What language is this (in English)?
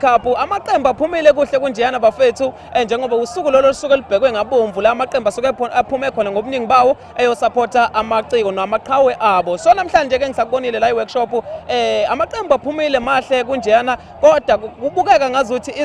Zulu